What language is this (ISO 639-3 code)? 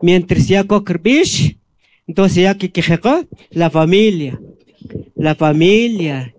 quc